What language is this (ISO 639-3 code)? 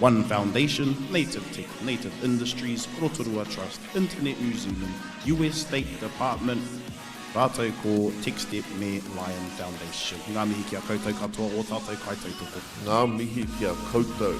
mri